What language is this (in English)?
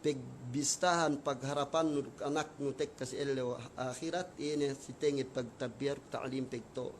Yakan